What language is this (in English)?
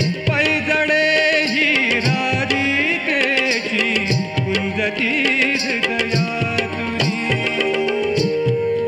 Marathi